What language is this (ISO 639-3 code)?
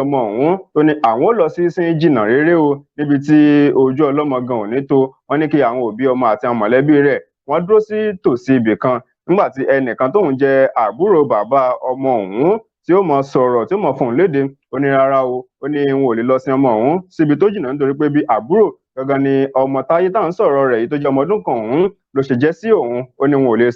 yor